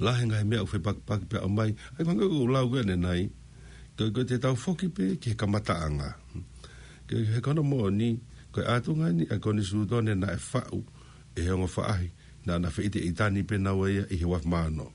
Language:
Tongan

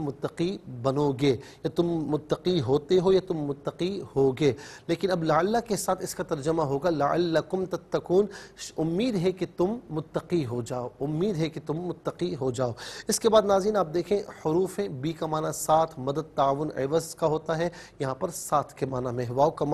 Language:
Urdu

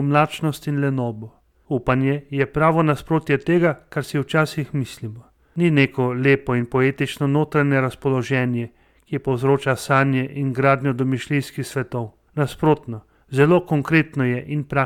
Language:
Slovenian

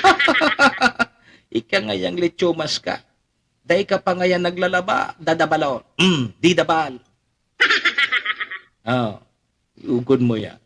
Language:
Bikol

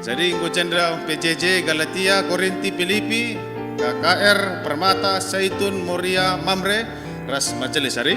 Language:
Batak Karo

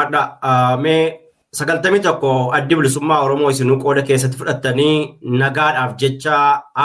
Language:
Oromo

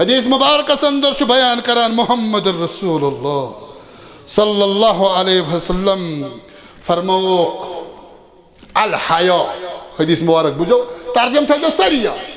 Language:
Kashmiri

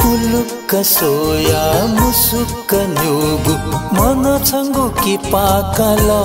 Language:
Newari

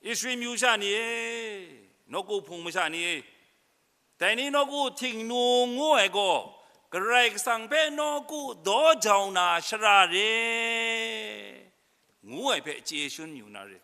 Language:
Kachin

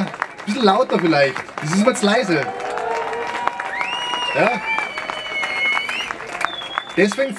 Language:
German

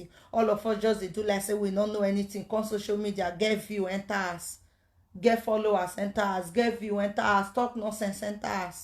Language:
Nigerian Pidgin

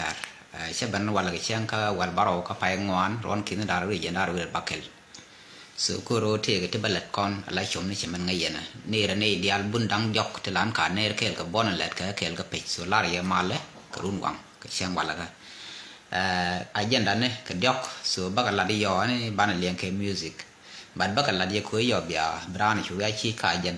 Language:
Nuer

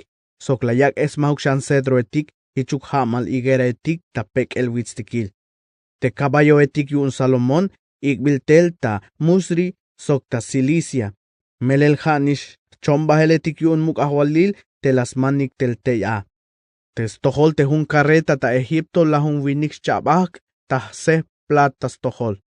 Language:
Tzeltal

